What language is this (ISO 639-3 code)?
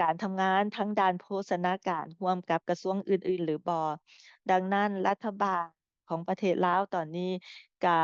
lao